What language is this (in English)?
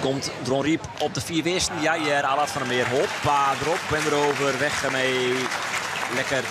Western Frisian